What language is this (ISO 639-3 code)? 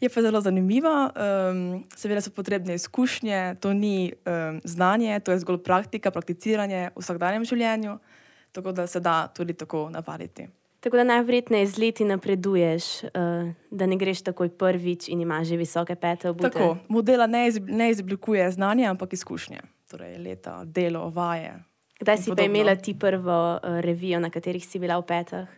slv